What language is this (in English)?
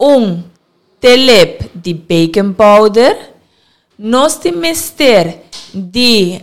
Papiamento